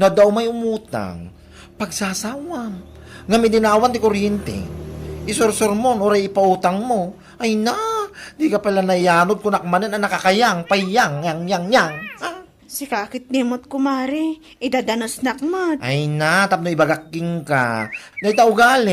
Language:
Iloko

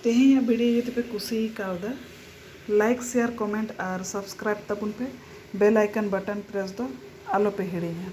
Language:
Santali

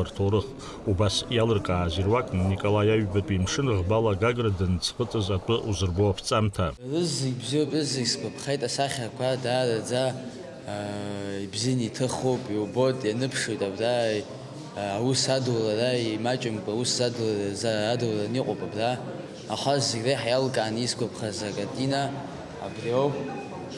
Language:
Abkhazian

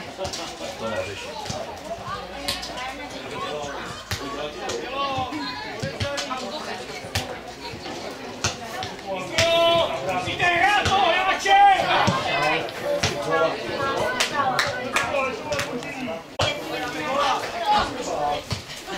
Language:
Czech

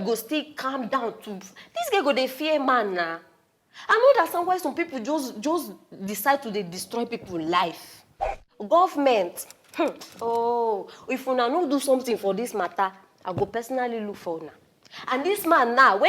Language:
Nigerian Pidgin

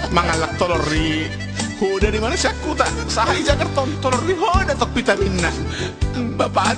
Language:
Batak Toba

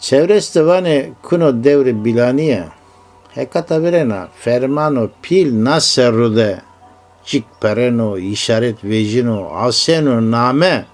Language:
Zaza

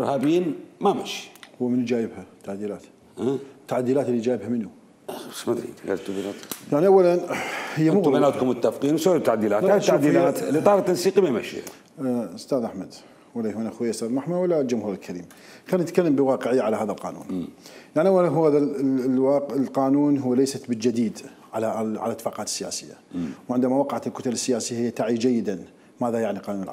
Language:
Mesopotamian Arabic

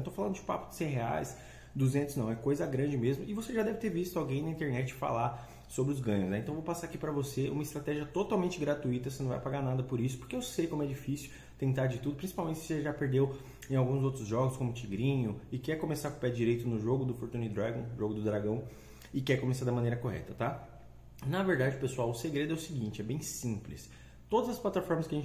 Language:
Portuguese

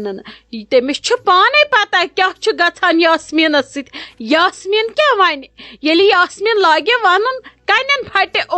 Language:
Kashmiri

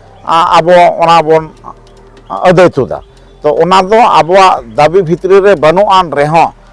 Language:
Santali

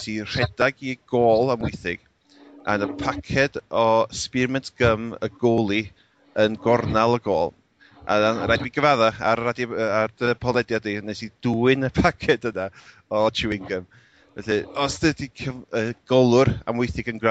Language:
Welsh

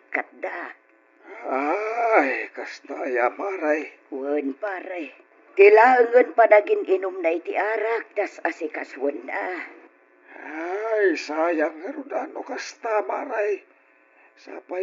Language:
Iloko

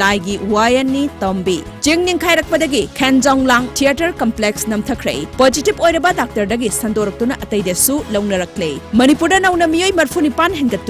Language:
Manipuri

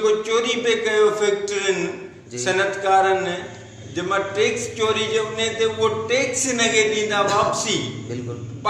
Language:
Sindhi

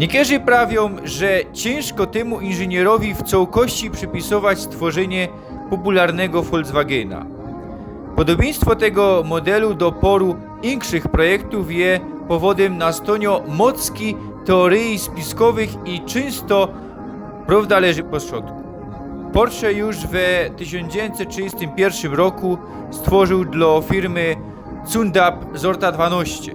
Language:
Silesian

